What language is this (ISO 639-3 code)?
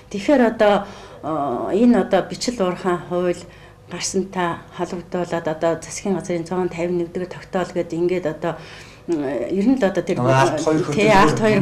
mon